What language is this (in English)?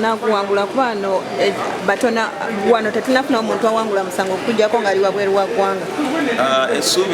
Ganda